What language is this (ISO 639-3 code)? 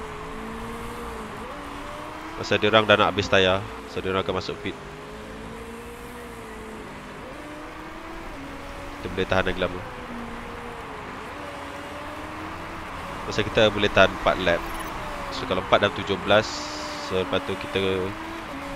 msa